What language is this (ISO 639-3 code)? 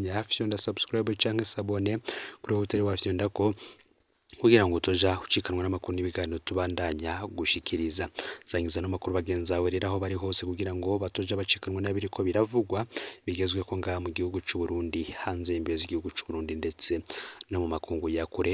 run